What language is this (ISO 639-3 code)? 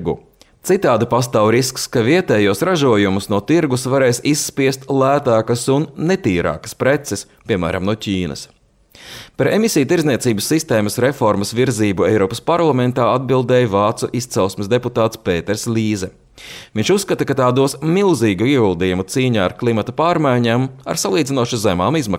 lav